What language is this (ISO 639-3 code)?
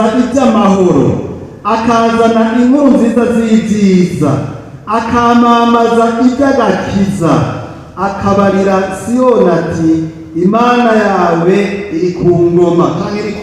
run